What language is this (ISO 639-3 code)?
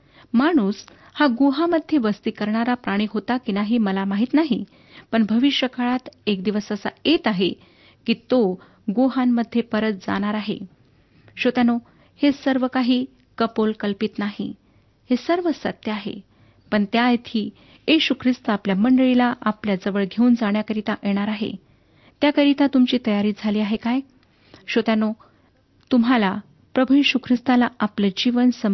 mar